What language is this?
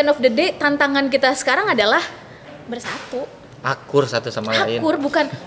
Indonesian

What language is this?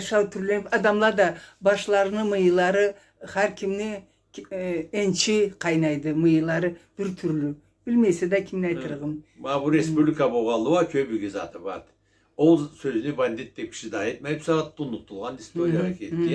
Karachay-Balkar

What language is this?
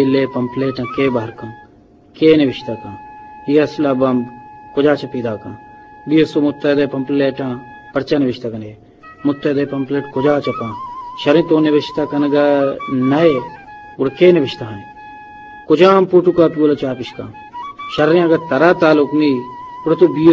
Eastern Balochi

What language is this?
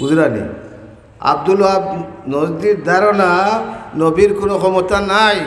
Sylheti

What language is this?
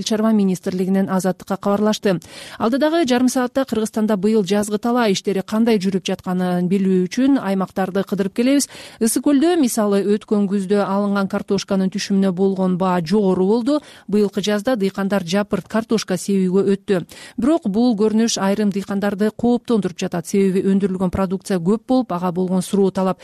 Kyrgyz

